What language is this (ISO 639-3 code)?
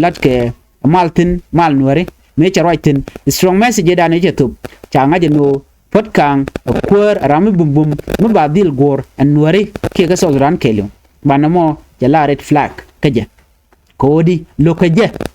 nus